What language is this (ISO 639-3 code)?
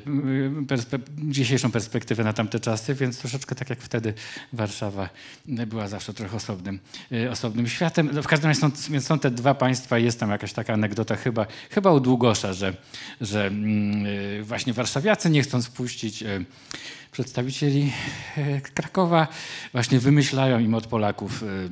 pol